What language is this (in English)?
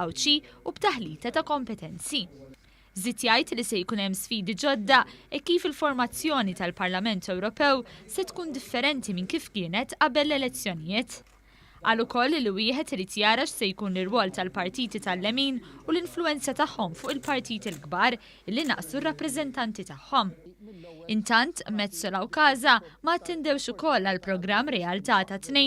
Maltese